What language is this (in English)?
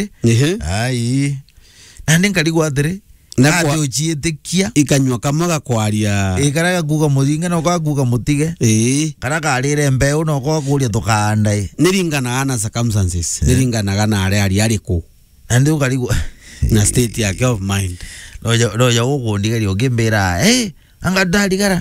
Meru